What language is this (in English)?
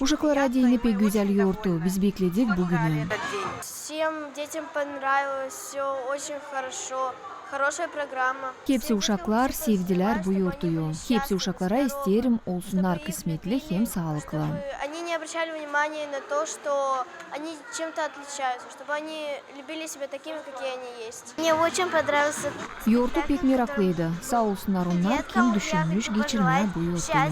Gagauz